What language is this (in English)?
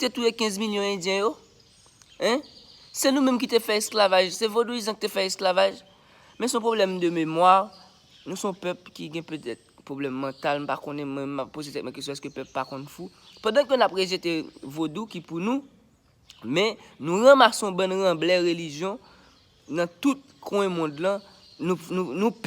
Haitian Creole